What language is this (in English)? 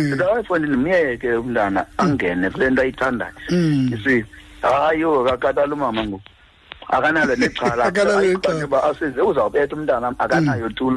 Xhosa